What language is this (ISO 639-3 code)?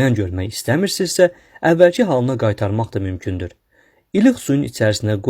aze